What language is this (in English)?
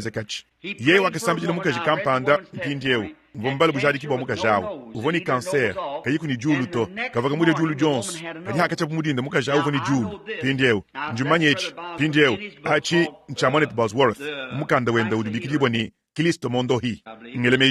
Luba-Lulua